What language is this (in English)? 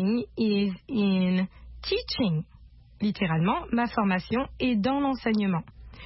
French